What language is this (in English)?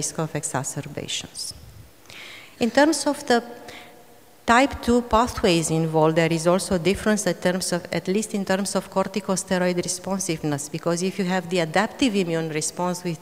English